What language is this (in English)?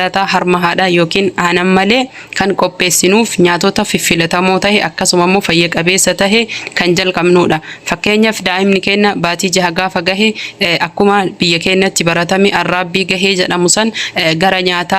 Oromo